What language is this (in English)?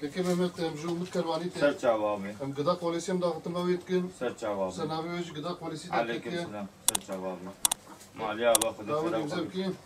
Kurdish